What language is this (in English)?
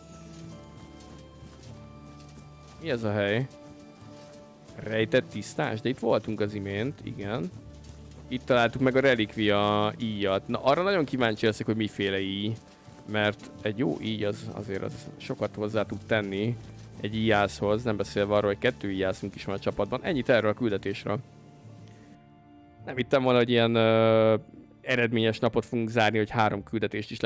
Hungarian